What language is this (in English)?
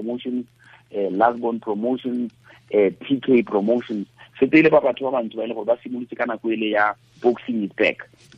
Tswana